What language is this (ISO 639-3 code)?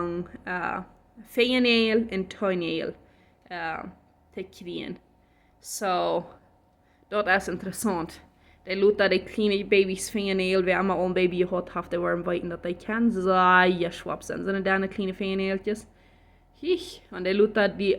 pdt